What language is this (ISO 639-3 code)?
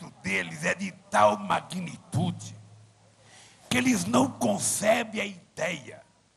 por